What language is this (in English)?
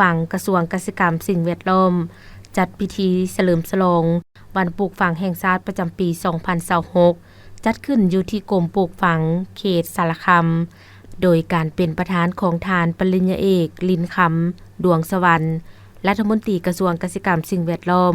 Lao